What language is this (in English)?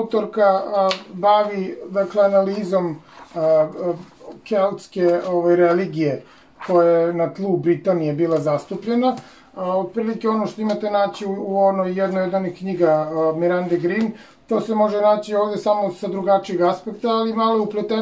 Serbian